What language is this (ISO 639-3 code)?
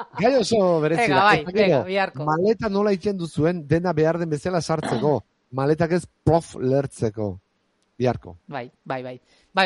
eus